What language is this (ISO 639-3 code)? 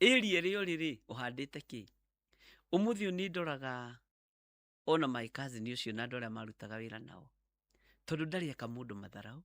kik